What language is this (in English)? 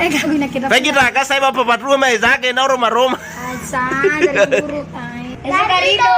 Nias